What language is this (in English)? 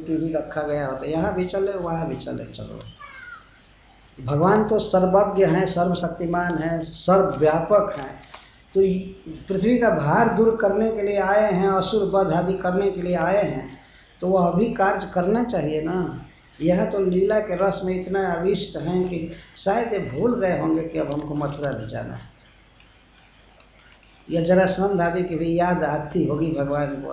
Hindi